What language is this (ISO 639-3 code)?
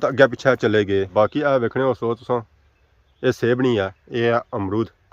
phr